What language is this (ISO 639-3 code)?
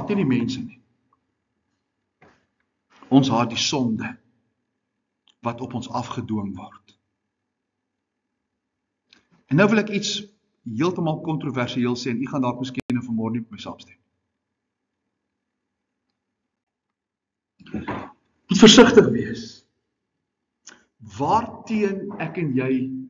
afr